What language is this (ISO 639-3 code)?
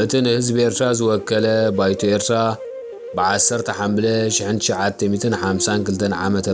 tir